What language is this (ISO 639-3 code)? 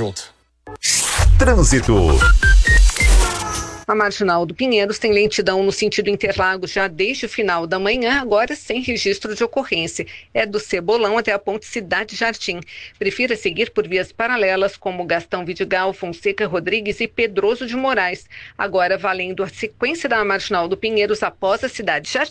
por